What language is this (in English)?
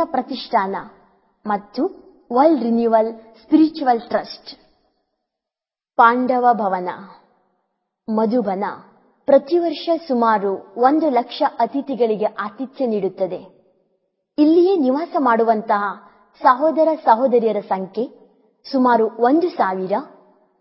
Kannada